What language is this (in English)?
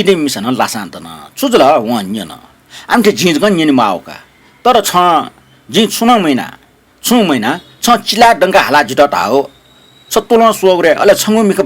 Newari